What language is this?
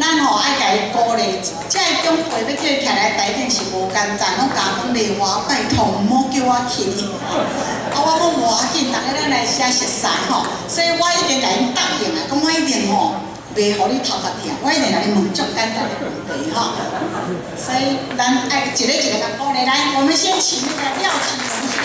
Min Nan Chinese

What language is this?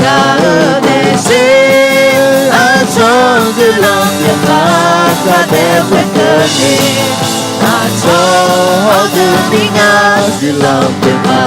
Akha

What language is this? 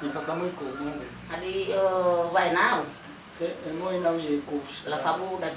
Nias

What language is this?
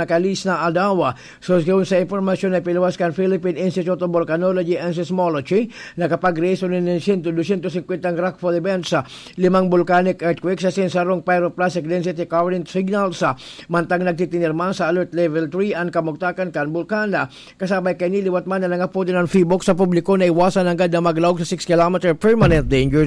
Bikol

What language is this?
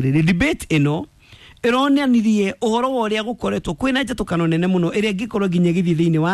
Kikuyu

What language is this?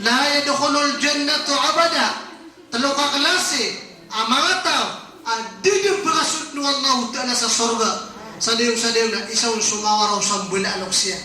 Maranao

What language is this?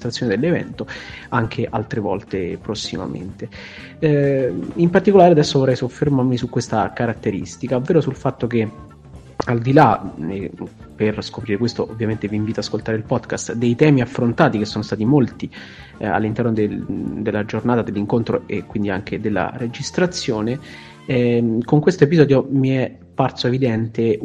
Italian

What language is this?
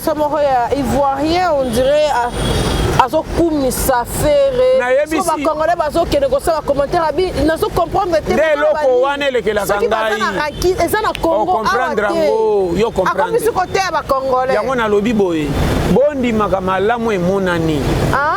Lingala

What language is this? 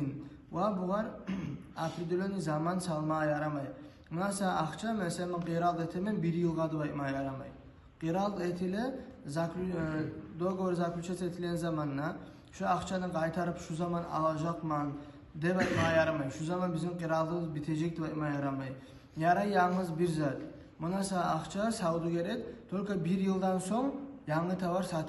Kumyk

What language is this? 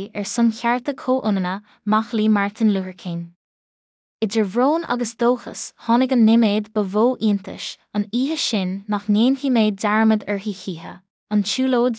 Irish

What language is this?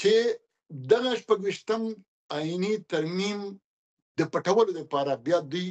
Pashto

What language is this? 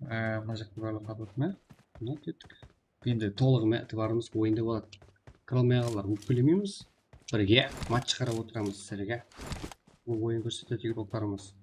Kara-Kalpak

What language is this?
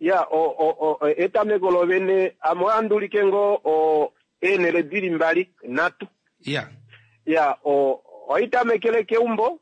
Kuanyama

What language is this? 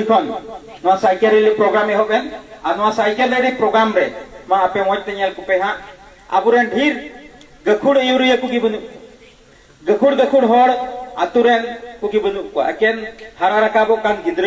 Santali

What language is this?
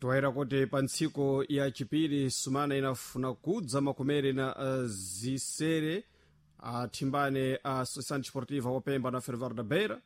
Sena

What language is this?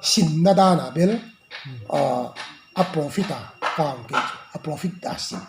Paite Chin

